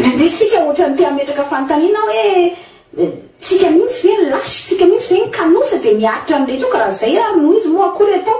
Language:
Malagasy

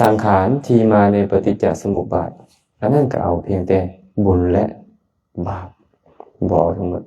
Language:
Lao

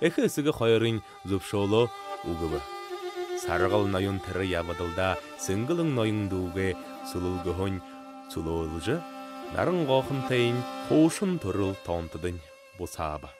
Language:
Buriat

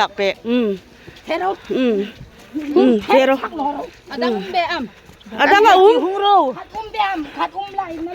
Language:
Hmar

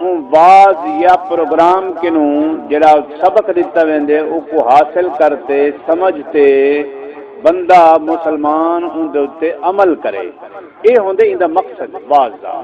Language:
Saraiki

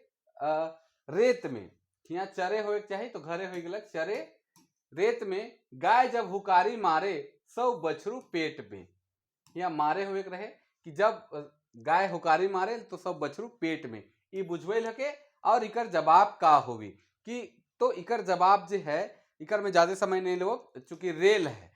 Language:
Sadri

